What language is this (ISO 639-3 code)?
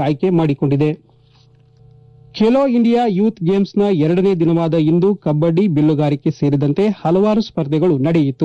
kan